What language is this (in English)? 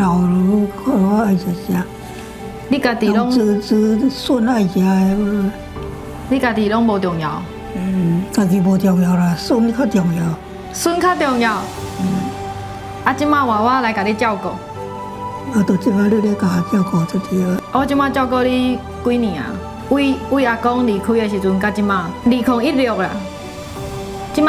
Min Nan Chinese